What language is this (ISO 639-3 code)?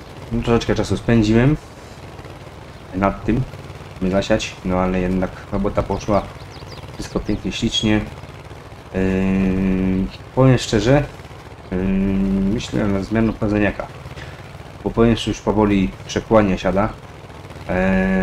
pol